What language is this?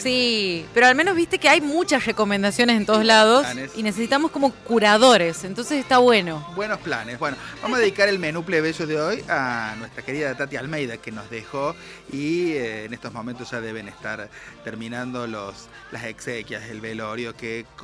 Spanish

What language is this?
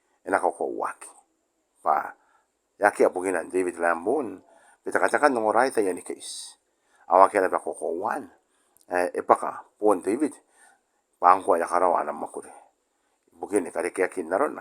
Gilbertese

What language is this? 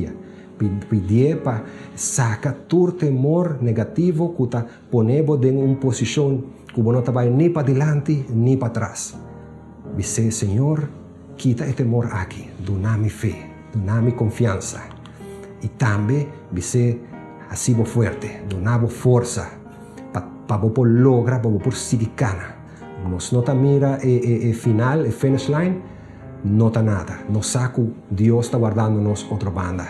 Papiamento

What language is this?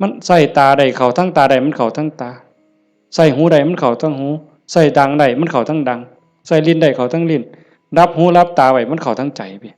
Northeastern Thai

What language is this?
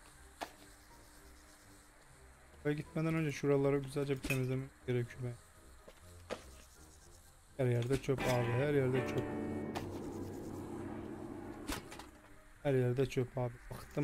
Turkish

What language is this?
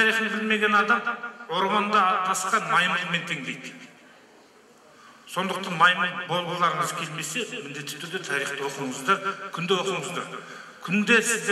Kazakh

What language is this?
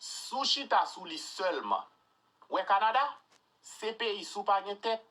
Haitian Creole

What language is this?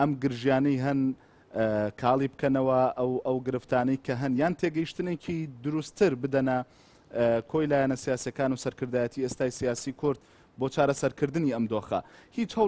Central Kurdish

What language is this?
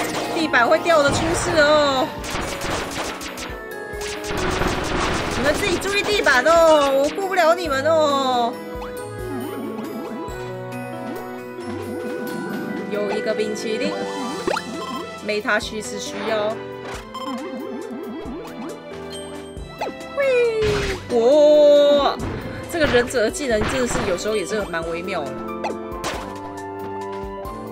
Chinese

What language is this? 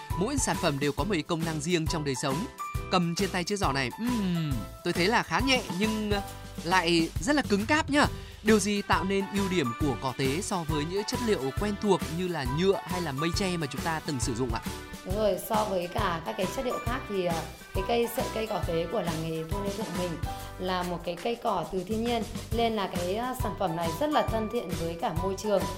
Vietnamese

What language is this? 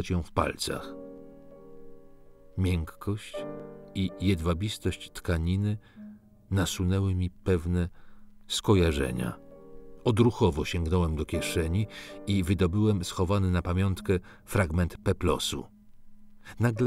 Polish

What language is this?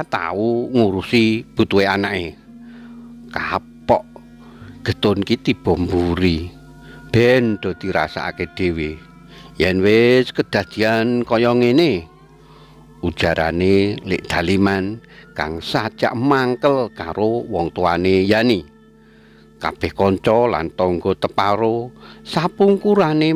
Javanese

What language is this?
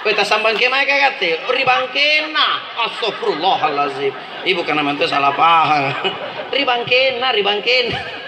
Makasar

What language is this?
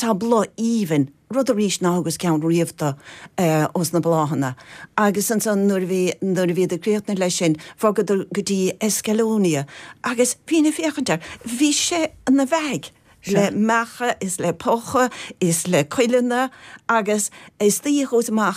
Irish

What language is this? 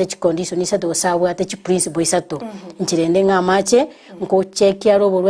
Gusii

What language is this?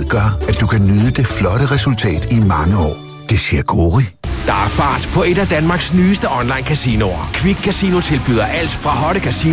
Danish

